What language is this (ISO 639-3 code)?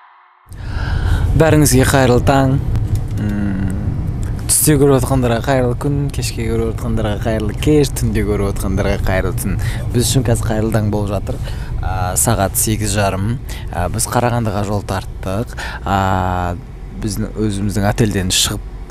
kaz